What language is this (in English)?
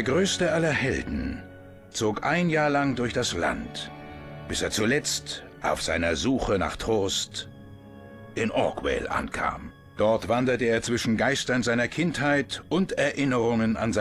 Swiss German